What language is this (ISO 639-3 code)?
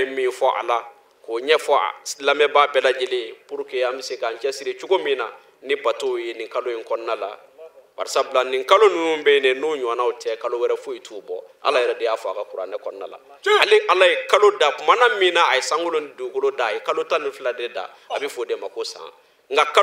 bam